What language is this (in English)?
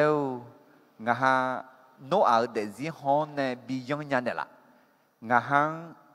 Akha